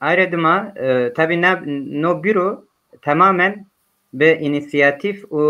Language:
Zaza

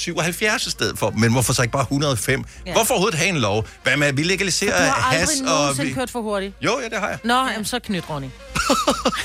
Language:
Danish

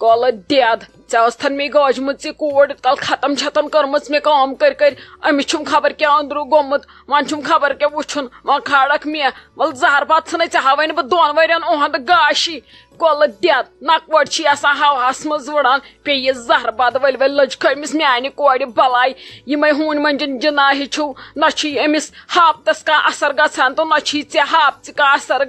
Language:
Kashmiri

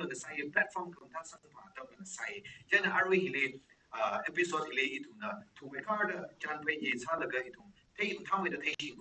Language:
Tangkhul Naga (India)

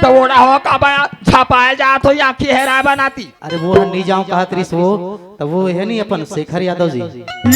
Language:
Chhattisgarhi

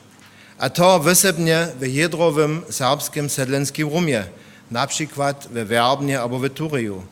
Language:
Upper Sorbian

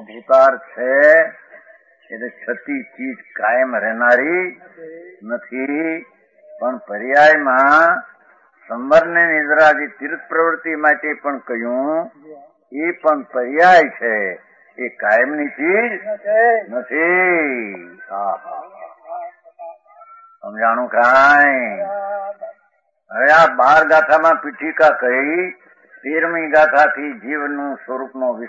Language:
Gujarati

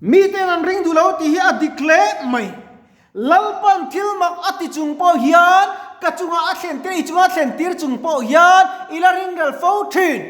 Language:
Mizo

